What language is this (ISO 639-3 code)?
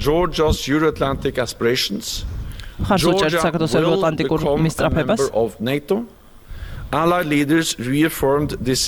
kat